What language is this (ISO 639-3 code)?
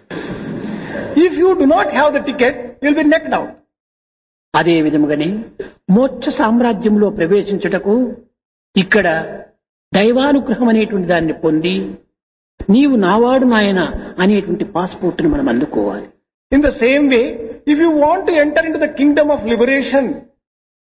tel